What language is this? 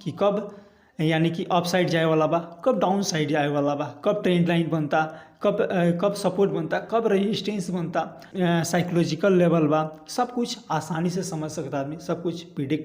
Bhojpuri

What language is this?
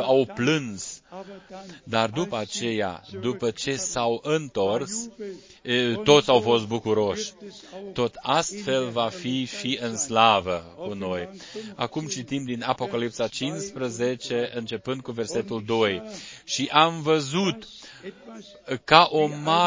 Romanian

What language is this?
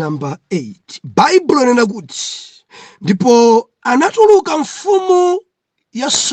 Nyanja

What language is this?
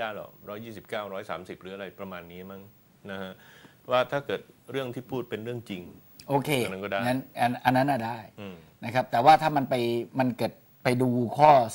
Thai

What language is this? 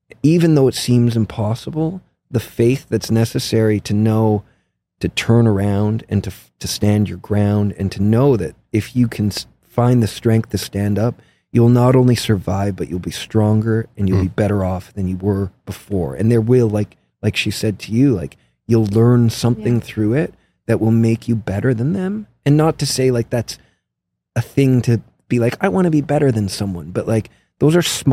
English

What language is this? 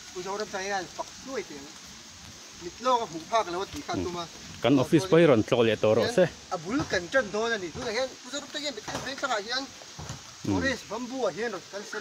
Mizo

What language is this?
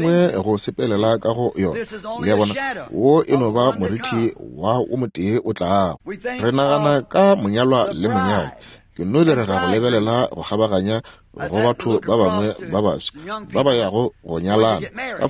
Northern Sotho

